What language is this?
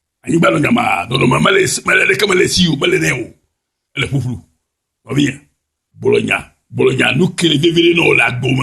Ewe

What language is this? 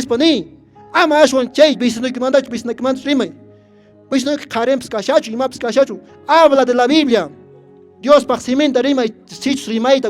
Quechua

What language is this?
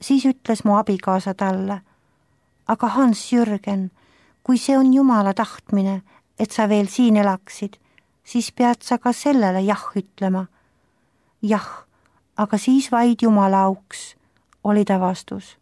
Estonian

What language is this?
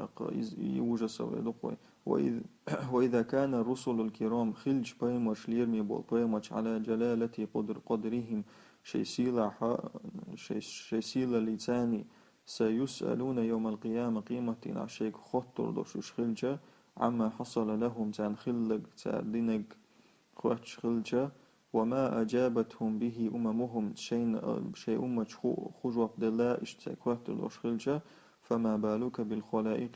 Chechen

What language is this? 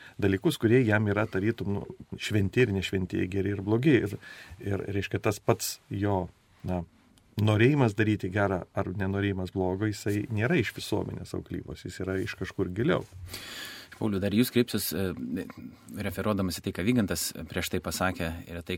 Lithuanian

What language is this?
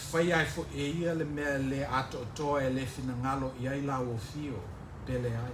Samoan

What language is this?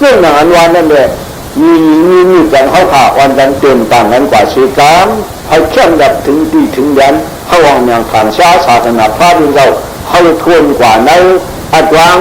Shan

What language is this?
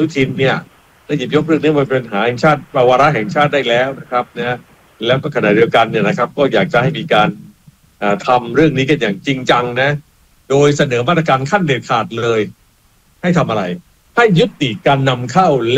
Thai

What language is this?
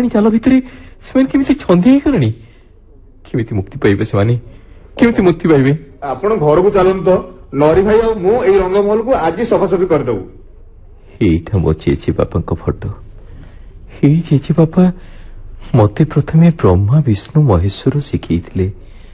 Odia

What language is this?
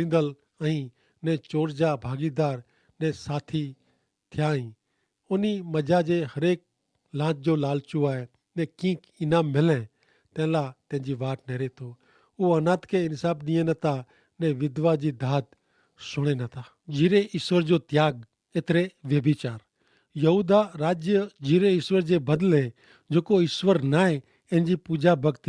Kachhi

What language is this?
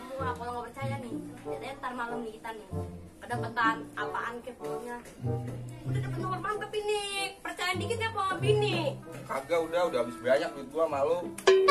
Betawi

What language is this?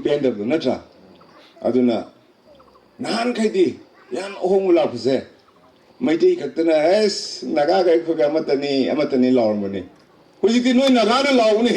Manipuri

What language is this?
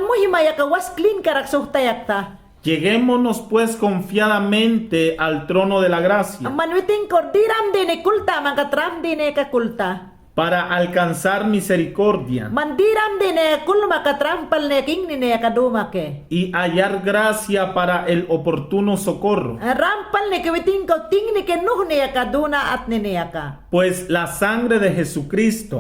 Mayangna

